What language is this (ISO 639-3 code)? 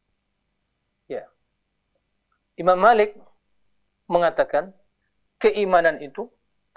ind